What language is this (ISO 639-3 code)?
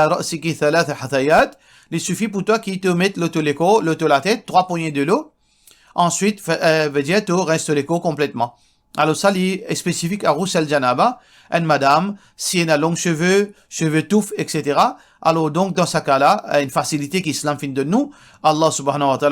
mfe